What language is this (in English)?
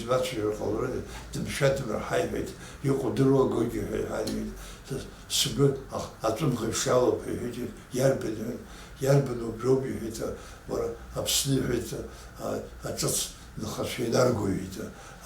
Abkhazian